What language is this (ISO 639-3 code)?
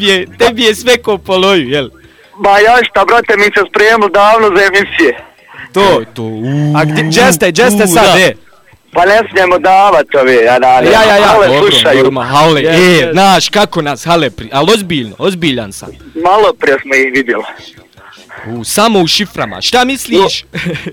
bos